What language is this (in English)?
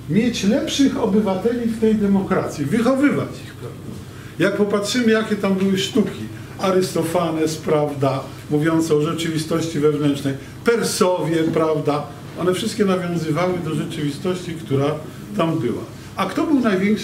Polish